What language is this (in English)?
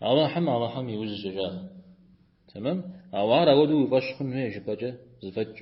Kabardian